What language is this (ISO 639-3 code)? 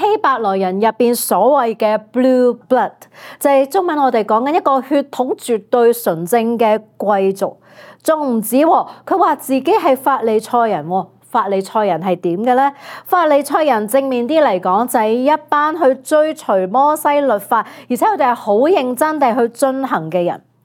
yue